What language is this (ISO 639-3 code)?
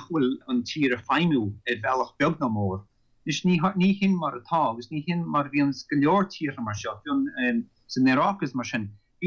gle